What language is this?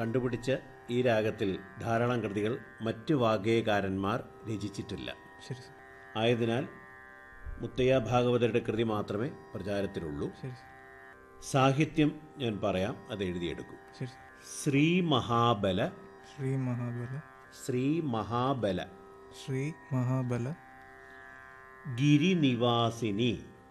Malayalam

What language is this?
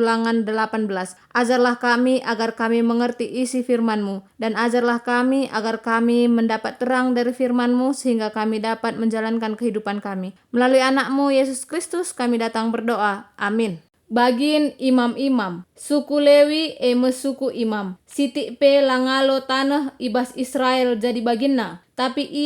Batak Karo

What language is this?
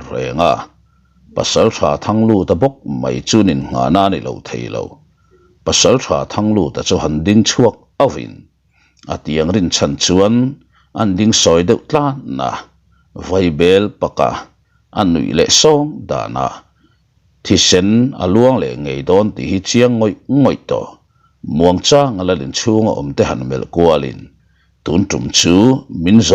Mizo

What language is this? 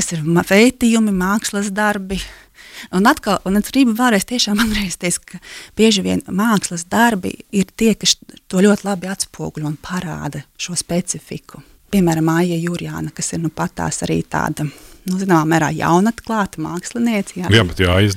Latvian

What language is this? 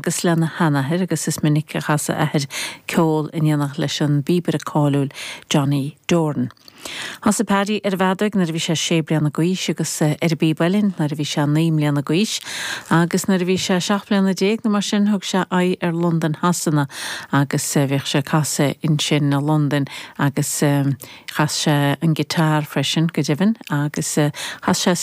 Irish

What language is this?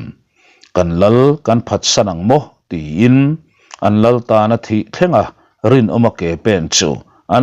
Mizo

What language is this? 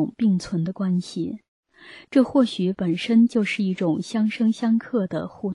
Chinese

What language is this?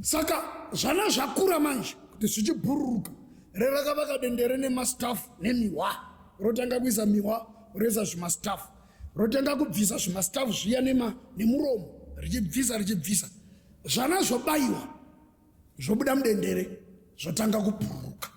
Shona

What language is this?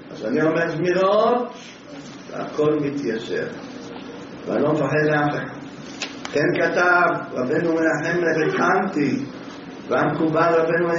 Hebrew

